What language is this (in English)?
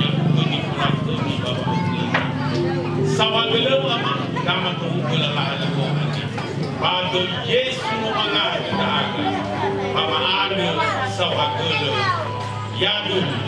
Nias